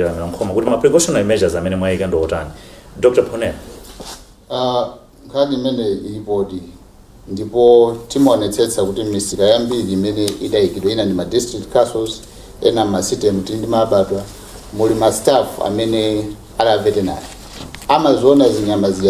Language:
Nyanja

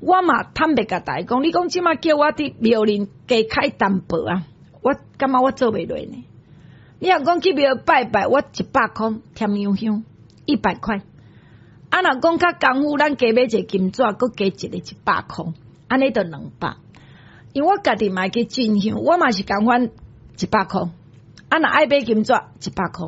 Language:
Min Nan Chinese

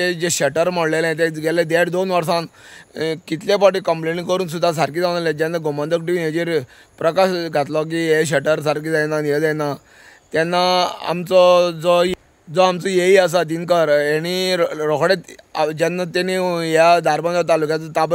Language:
Konkani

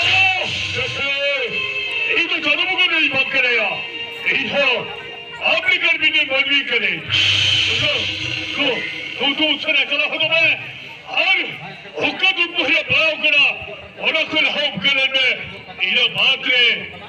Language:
Santali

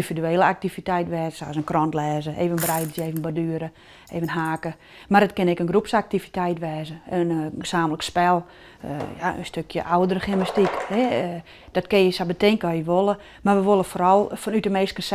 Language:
Western Frisian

